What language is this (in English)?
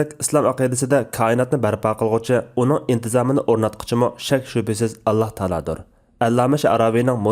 Uyghur